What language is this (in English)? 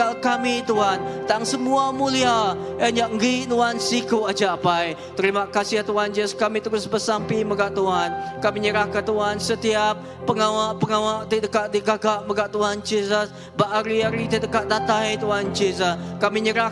Iban